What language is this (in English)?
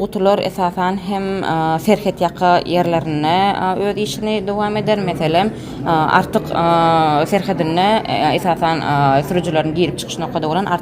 Turkmen